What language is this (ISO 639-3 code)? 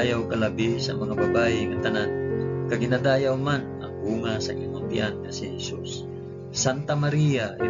hil